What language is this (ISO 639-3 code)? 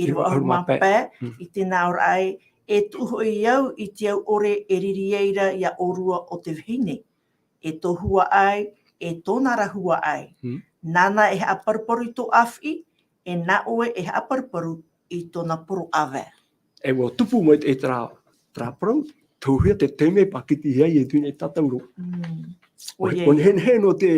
tah